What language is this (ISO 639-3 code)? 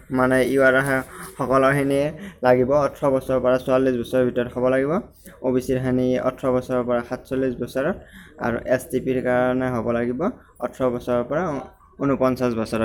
asm